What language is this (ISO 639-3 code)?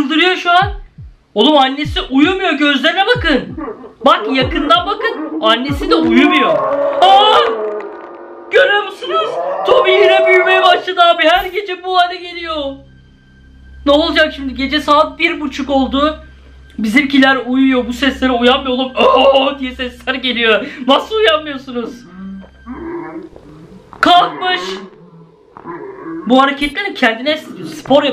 tur